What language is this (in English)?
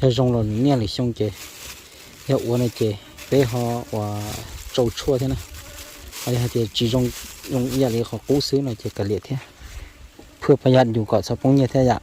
Hmong